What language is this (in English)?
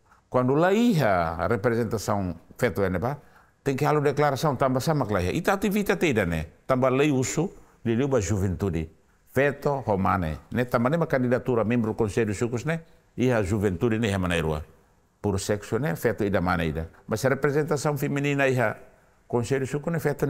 Tetum